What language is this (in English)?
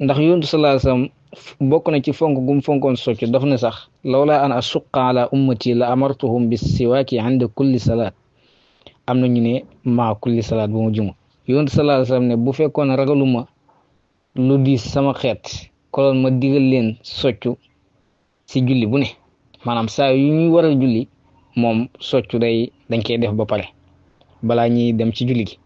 Wolof